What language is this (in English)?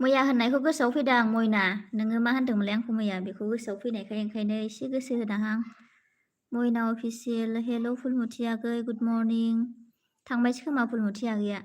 Bodo